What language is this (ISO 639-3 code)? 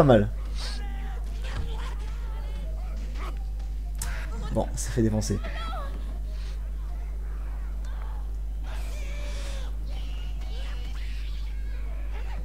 fra